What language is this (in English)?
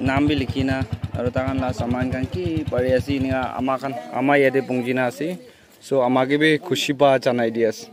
Naga Pidgin